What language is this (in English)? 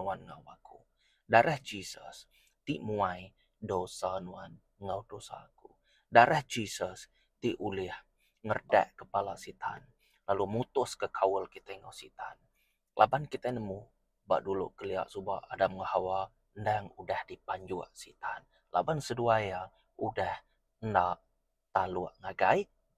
Iban